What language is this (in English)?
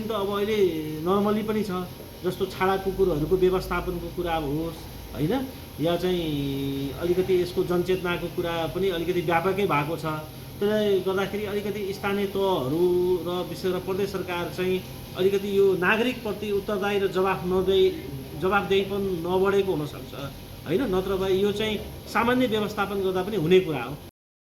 Nepali